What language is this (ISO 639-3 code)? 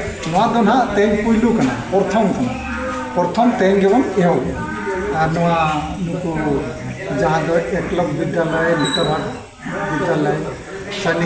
sat